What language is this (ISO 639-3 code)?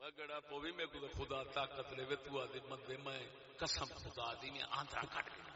skr